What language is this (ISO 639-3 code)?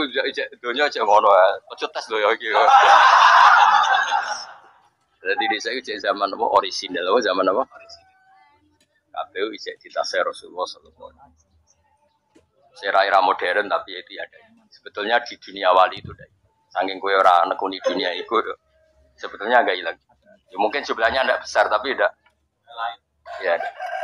jav